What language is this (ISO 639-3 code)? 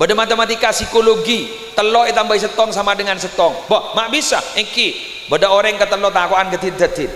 mad